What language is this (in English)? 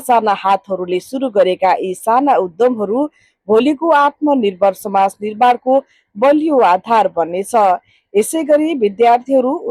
Nepali